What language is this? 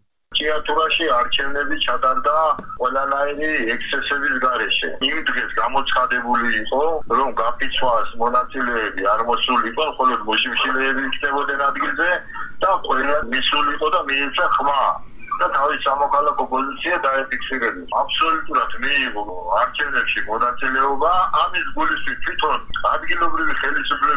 Georgian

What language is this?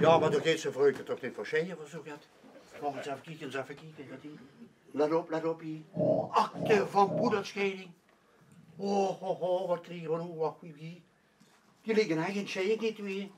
Limburgish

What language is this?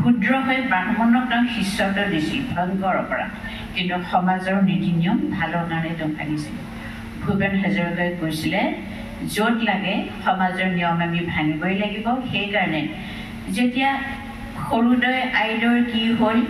Assamese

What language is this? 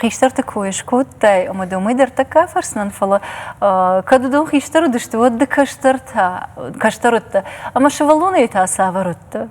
Ossetic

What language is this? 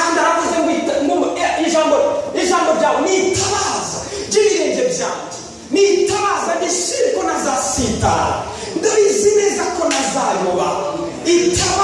Kinyarwanda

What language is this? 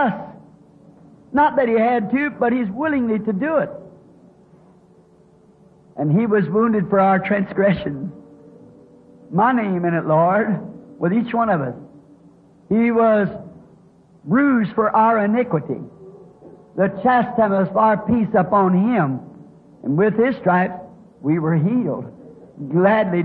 English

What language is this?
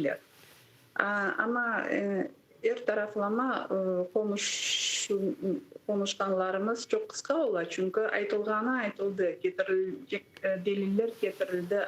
Crimean Tatar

